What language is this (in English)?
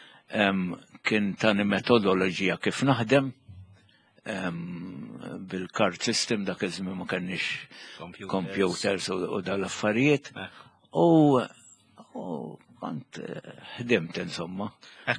Maltese